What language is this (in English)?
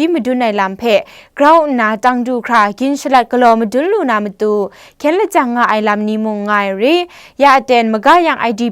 Kachin